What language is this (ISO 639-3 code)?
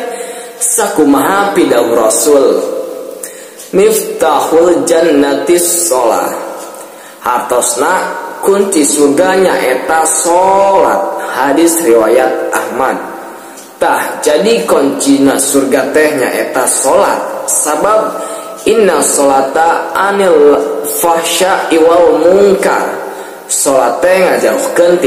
sun